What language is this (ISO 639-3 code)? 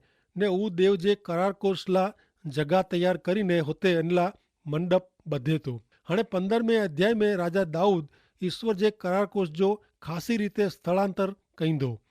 kfr